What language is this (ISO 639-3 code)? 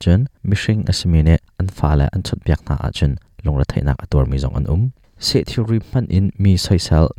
cnh